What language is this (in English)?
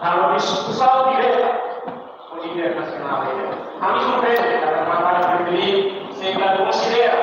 Tetum